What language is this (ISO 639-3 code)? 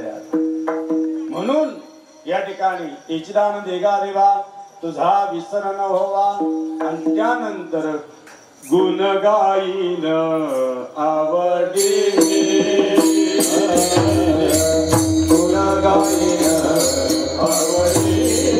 mar